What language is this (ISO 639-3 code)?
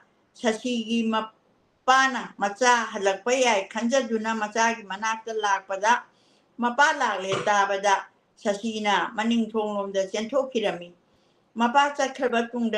mni